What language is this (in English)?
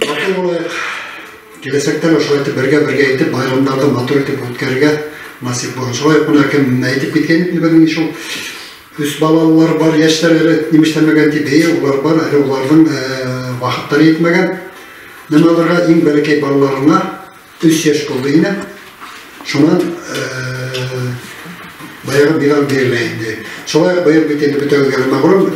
Bashkir